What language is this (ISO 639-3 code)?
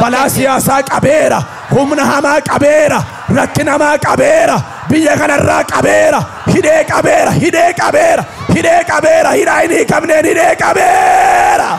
orm